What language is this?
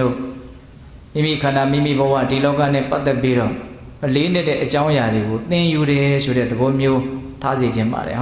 Burmese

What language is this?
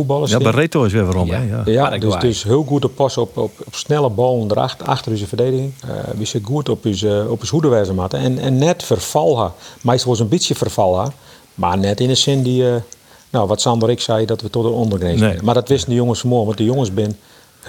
Western Frisian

